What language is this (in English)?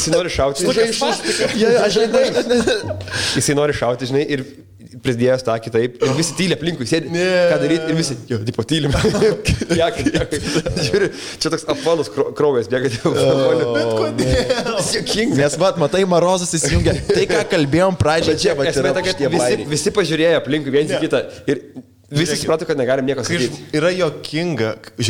Lithuanian